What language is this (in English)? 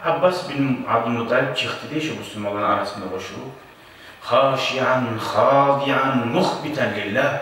Kumyk